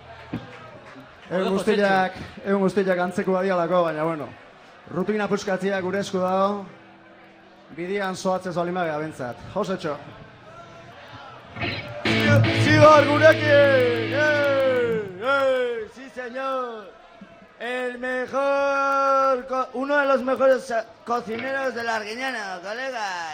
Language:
Basque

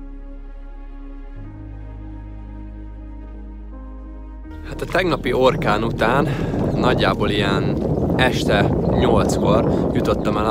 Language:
Hungarian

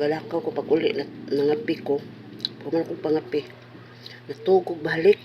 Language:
Cebuano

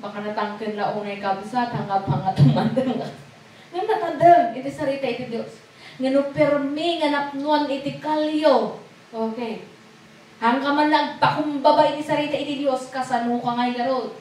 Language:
Iloko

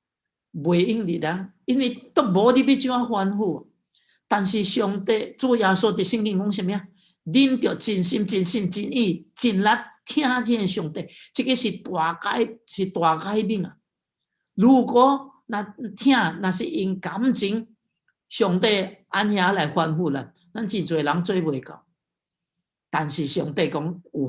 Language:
Min Nan Chinese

